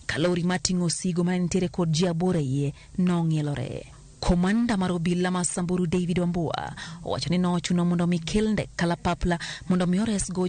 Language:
Luo (Kenya and Tanzania)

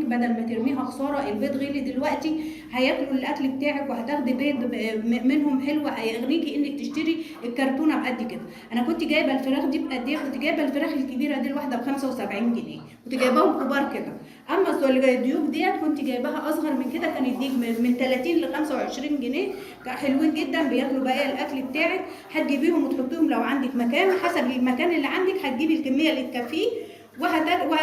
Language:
Egyptian Arabic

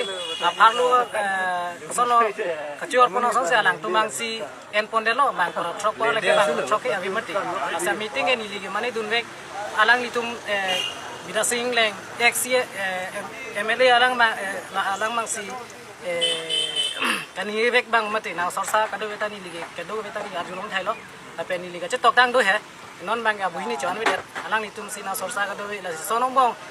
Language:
Karbi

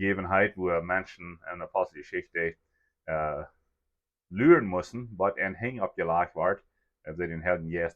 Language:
Plautdietsch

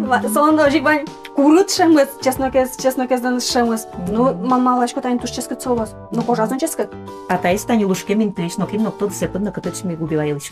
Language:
Udmurt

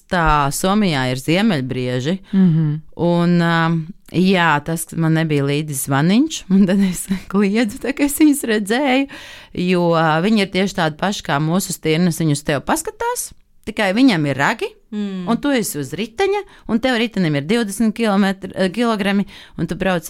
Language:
Latvian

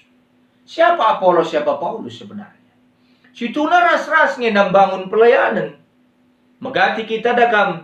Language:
Batak Karo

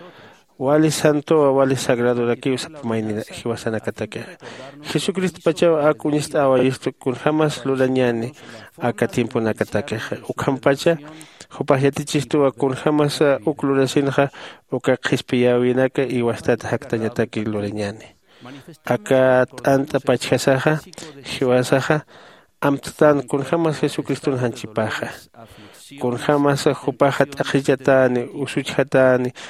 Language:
Aymara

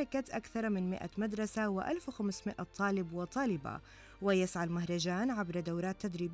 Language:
Arabic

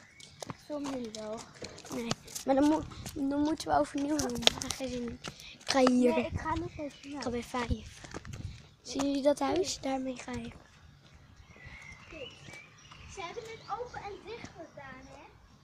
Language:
Dutch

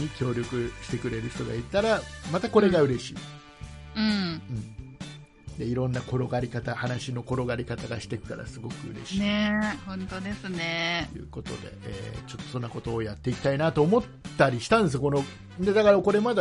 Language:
Japanese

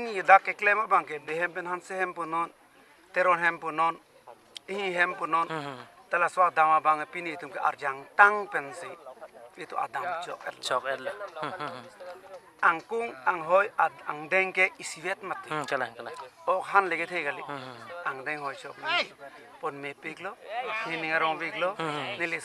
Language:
Karbi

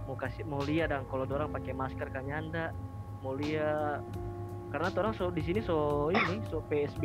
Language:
Manado Malay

